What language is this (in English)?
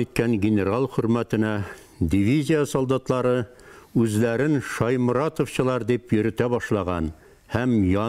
Bashkir